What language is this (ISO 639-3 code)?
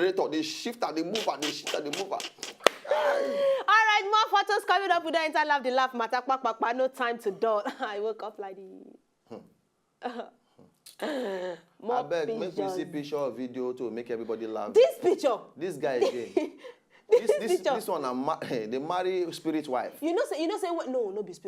pcm